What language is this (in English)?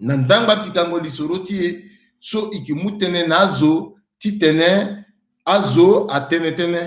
Sango